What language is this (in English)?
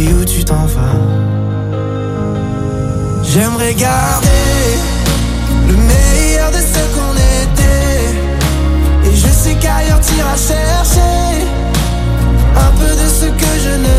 French